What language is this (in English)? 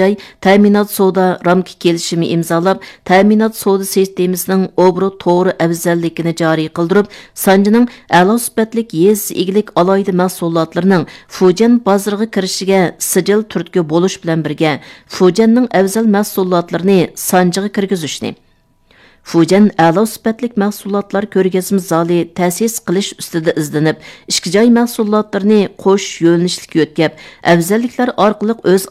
Uyghur